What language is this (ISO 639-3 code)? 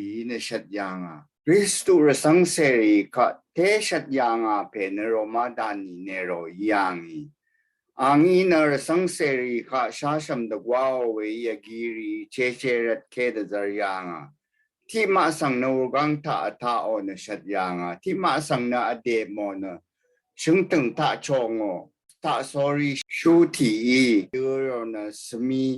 raw